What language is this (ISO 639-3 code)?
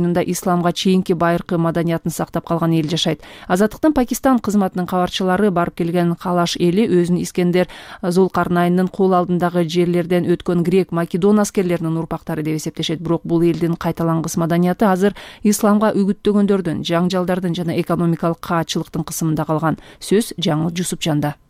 kir